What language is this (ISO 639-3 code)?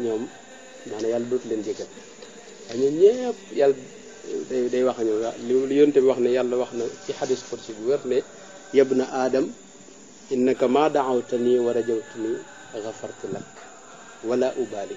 wol